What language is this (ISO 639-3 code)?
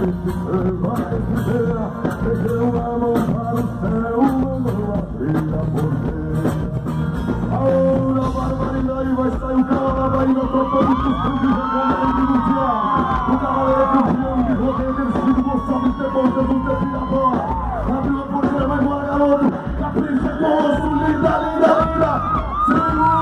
por